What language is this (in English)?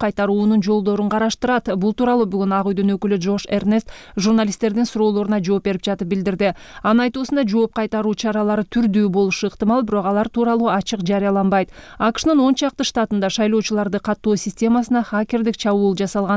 Kyrgyz